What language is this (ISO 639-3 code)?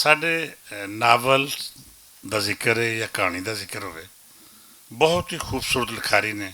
lah